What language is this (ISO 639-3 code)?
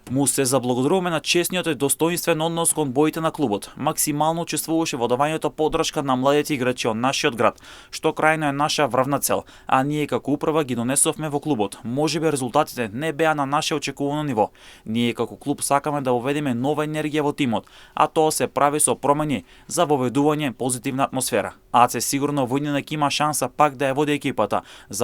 mkd